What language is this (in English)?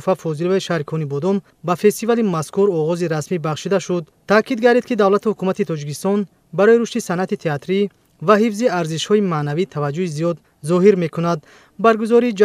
Tajik